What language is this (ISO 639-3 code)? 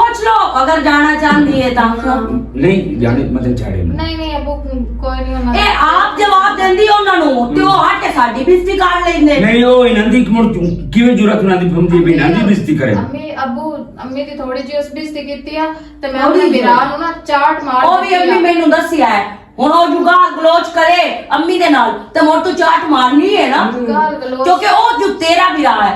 lah